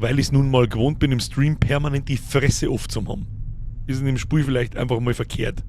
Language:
Bavarian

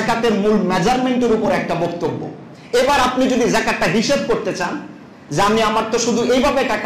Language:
Bangla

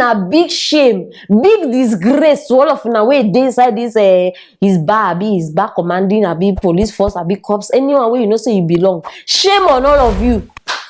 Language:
Nigerian Pidgin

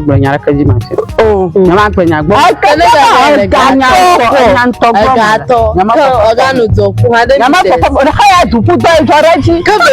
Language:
Ewe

